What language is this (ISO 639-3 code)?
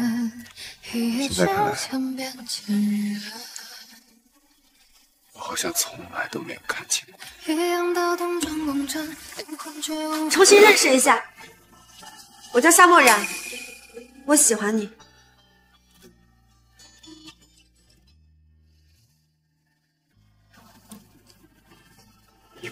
zho